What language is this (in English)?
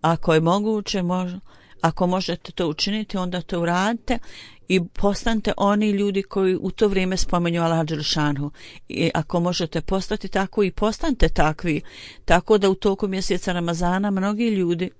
Bosnian